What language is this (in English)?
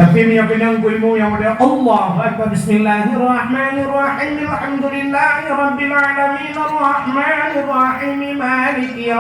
Achinese